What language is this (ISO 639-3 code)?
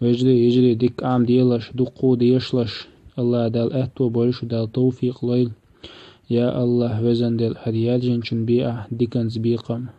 che